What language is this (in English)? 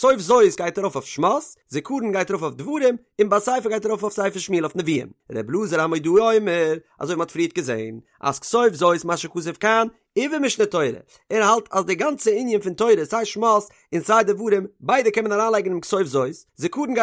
Yiddish